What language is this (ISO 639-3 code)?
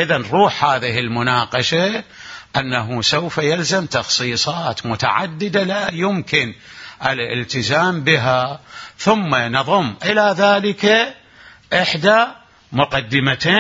ara